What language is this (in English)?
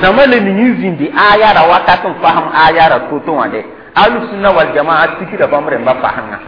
Mossi